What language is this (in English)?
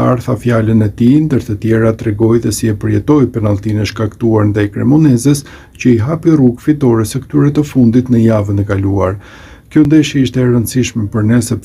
Albanian